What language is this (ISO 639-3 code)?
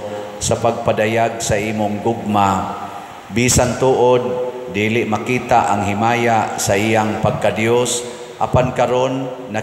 ceb